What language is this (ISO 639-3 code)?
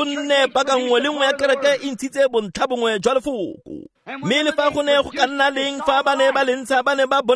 tsn